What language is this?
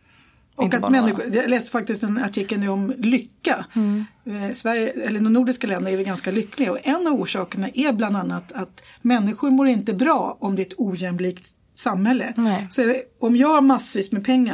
Swedish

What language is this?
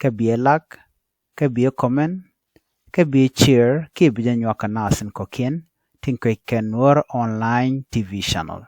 Nuer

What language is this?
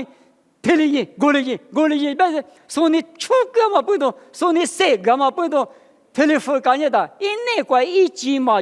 Lisu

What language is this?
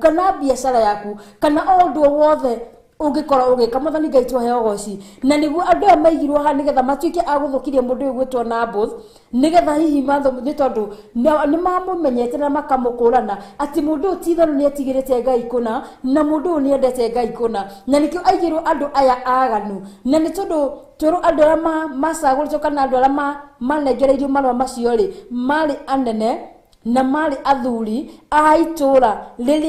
Kikuyu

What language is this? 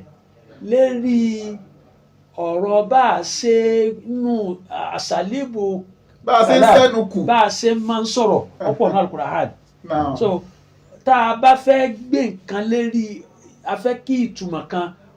Yoruba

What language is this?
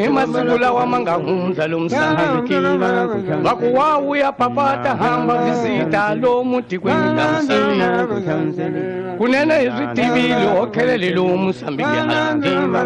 Tsonga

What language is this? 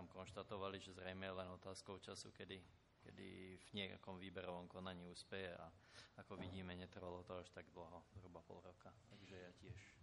Slovak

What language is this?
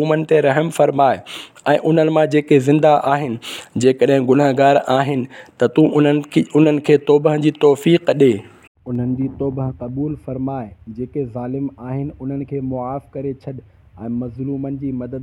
Sindhi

